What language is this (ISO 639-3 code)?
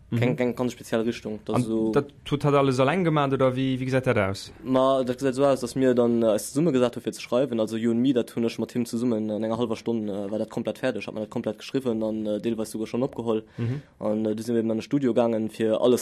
ltz